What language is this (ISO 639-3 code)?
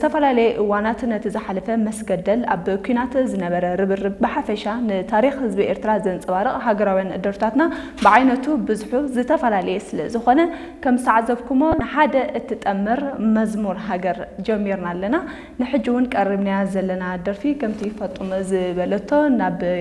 tir